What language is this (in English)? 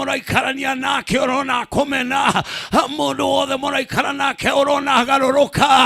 Kikuyu